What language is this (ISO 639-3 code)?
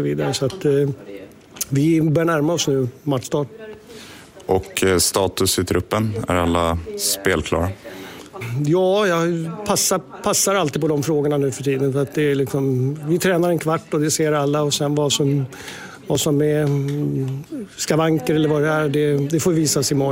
swe